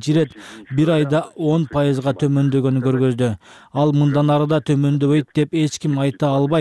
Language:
Kyrgyz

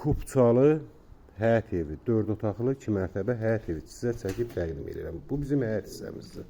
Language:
Azerbaijani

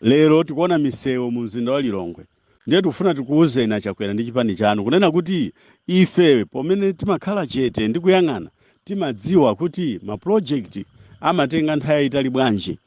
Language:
Nyanja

